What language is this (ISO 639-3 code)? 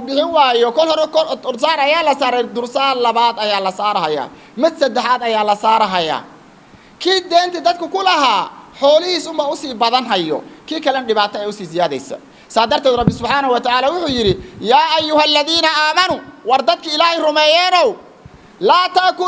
som